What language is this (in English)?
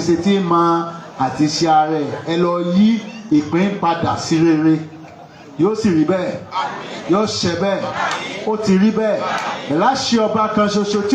Yoruba